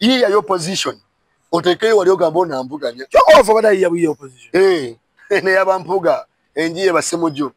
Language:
Ganda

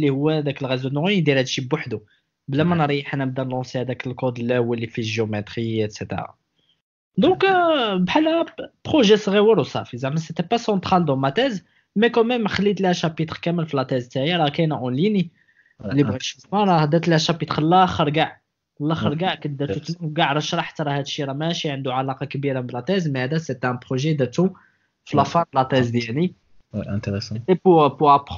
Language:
Moroccan Arabic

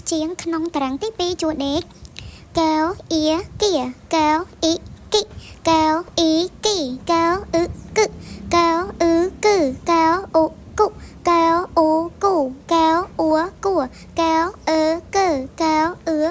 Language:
Khmer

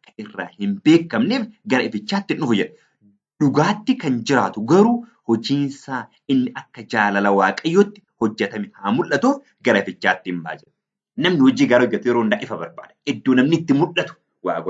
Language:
Oromo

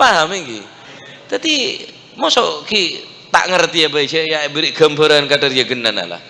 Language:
Madurese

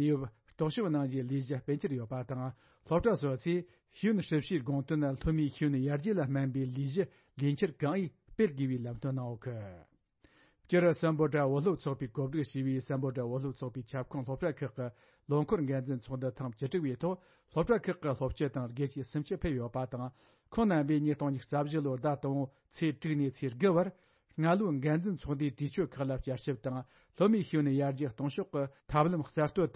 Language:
Tibetan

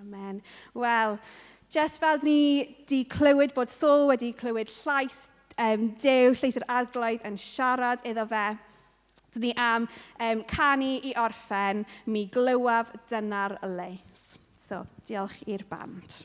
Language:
Welsh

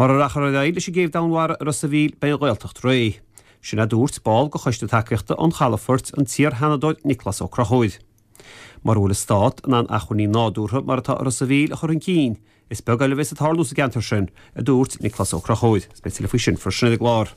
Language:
Irish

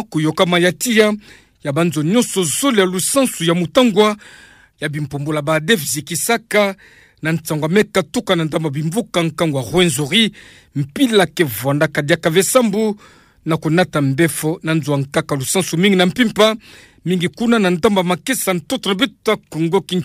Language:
Kituba (Democratic Republic of Congo)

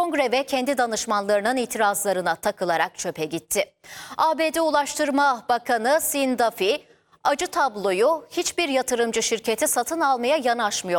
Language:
Turkish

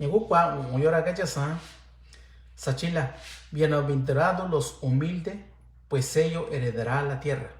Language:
Mixtepec Mixtec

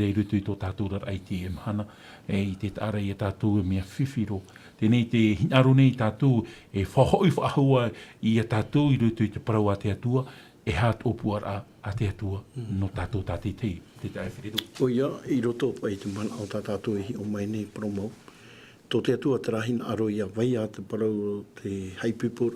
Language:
Tahitian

